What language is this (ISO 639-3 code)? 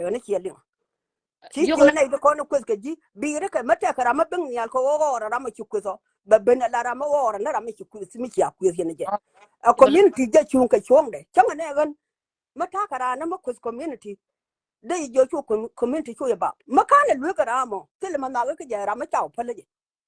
nus